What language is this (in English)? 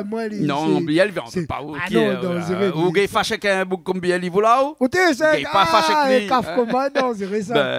Réunion Creole French